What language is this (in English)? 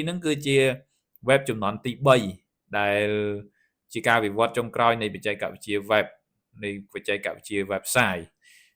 Khmer